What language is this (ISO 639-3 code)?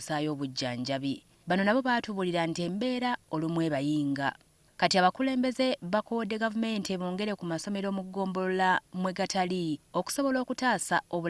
lug